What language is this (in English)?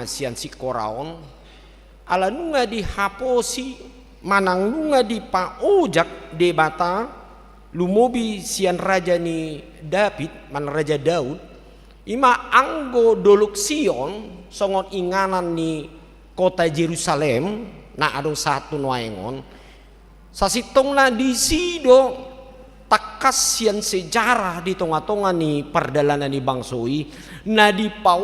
Batak Toba